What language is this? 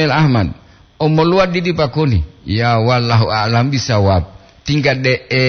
Gorontalo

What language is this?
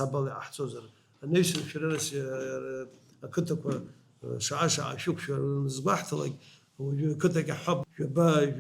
Abkhazian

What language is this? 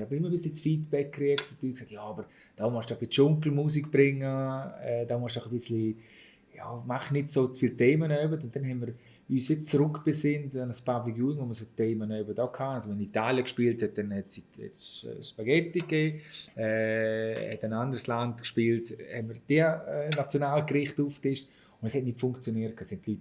Swiss German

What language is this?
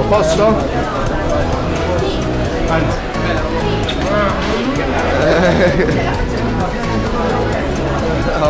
Italian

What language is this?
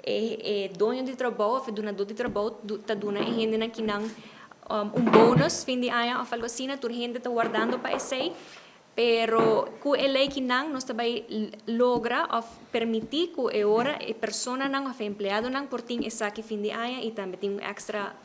Papiamento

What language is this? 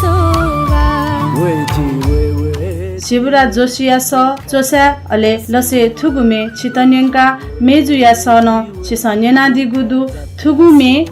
Newari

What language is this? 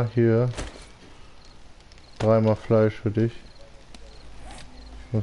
German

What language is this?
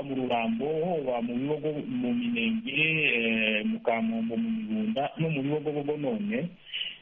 Kinyarwanda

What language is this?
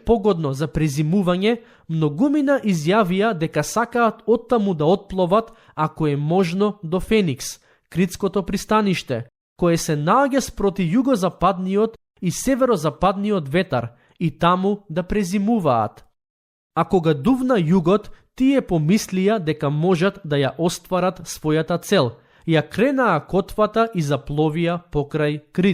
Macedonian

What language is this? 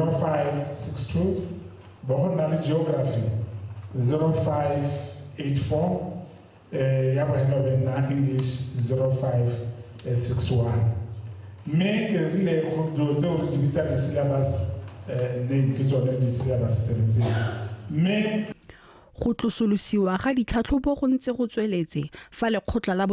Tswana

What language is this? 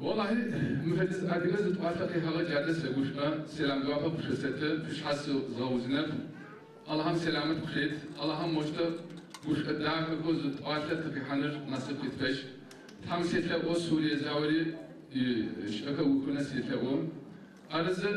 Adyghe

